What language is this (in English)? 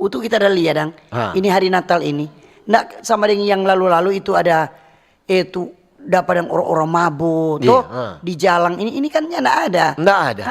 Manado Malay